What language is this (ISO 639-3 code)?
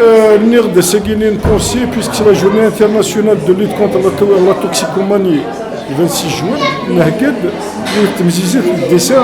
kab